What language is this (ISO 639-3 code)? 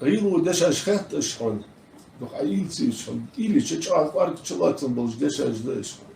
inh